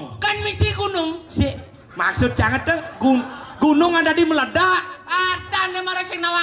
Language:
Balinese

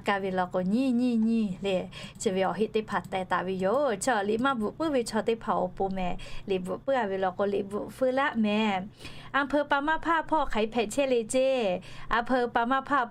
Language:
Lahu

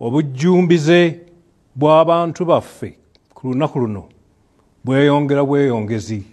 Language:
Ganda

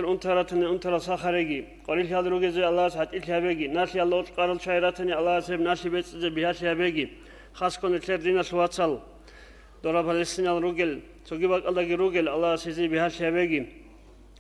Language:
Avaric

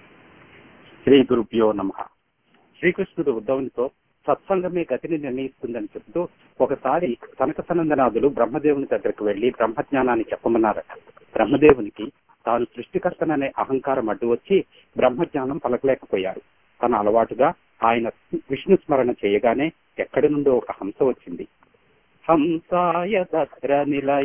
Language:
Telugu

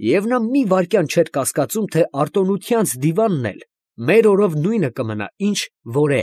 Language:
Armenian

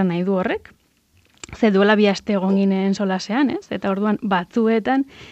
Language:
Basque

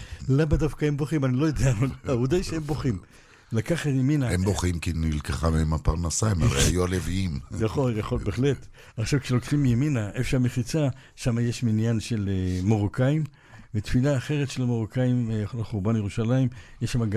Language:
Hebrew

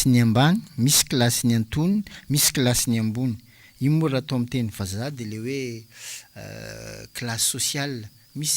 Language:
Malagasy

